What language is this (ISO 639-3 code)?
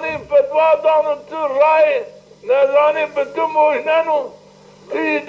zza